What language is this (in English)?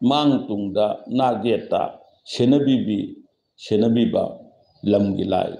Manipuri